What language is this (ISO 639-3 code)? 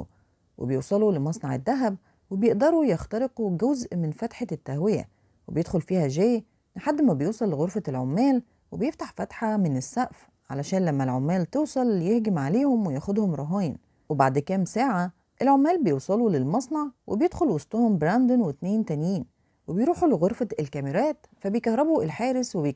arz